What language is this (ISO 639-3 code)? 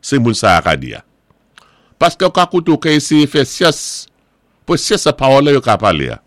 acf